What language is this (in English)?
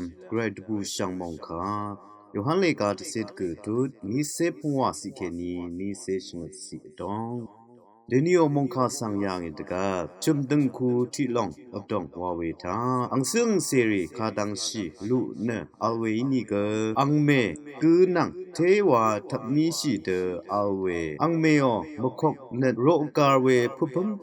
Rawang